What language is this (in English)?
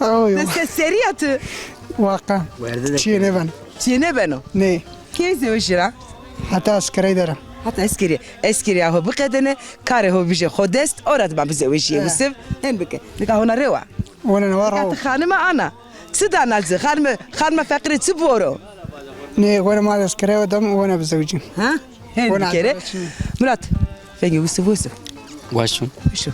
Zaza